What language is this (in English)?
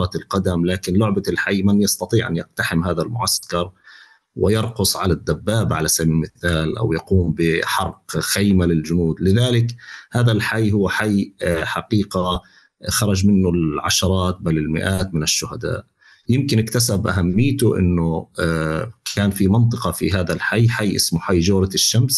North Levantine Arabic